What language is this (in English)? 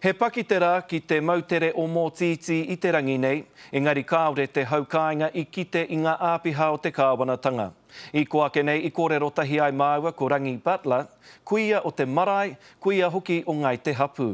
Māori